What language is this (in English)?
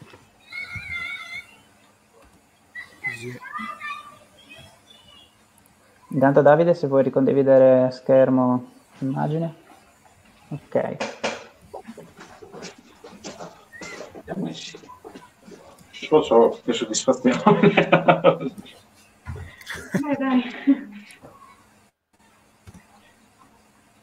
Italian